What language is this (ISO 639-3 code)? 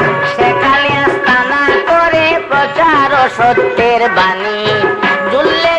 ben